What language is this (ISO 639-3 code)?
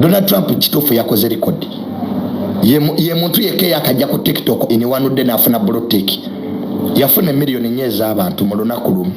lug